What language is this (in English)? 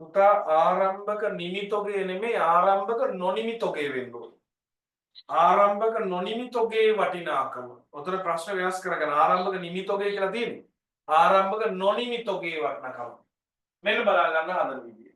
Sinhala